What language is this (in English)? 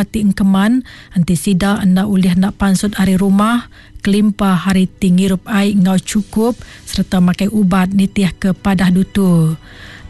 Iban